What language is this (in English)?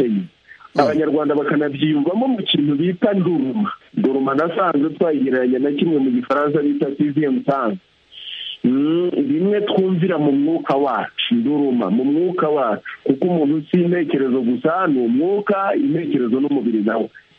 Kinyarwanda